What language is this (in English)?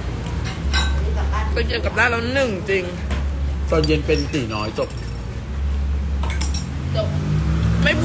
Thai